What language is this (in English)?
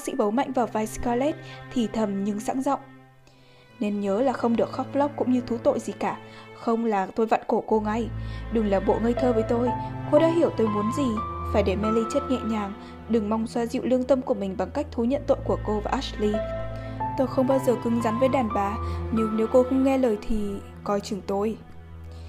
Vietnamese